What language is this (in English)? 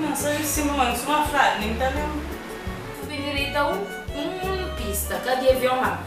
Kabuverdianu